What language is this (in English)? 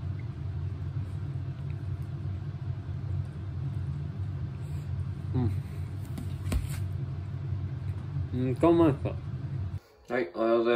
Japanese